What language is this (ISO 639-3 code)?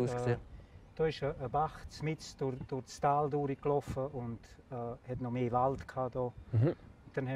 gsw